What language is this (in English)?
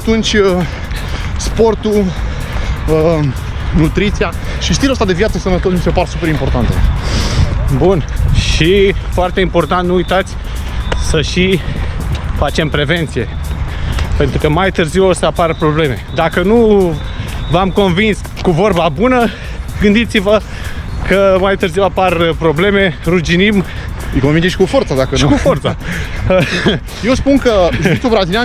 Romanian